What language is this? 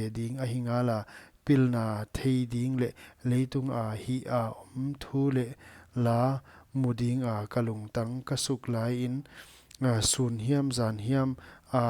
Paite Chin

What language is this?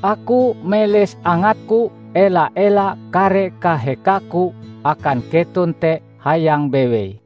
Ngaju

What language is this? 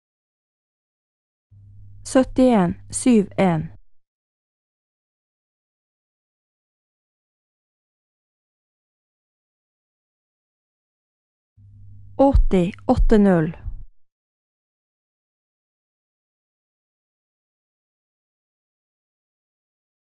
Norwegian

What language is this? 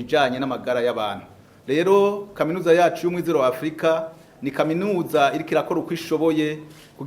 Rundi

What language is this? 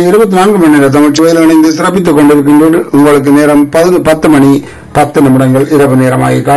Tamil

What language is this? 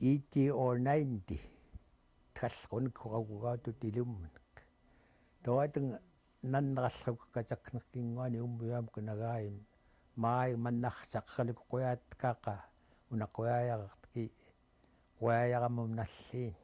Central Yupik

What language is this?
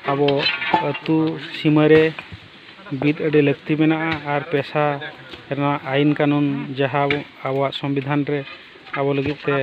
Santali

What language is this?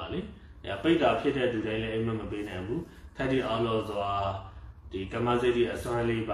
Burmese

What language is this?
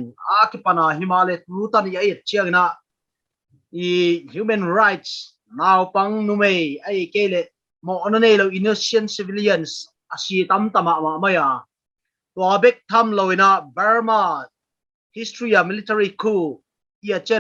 Paite Chin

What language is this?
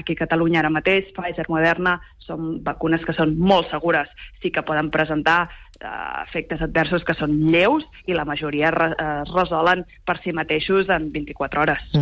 Catalan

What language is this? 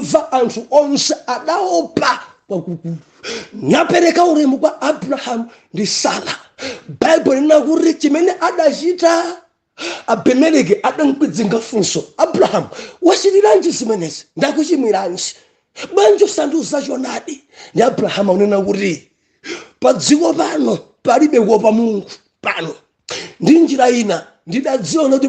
Nyanja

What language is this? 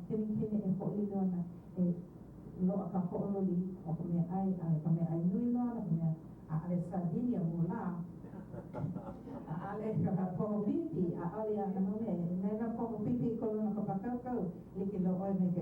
Hawaiian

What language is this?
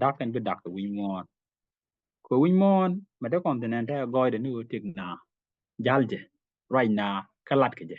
Nuer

